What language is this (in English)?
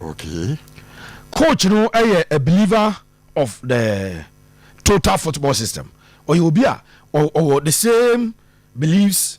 Akan